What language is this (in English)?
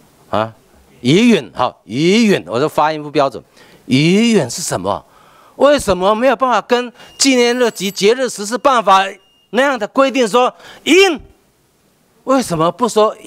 Chinese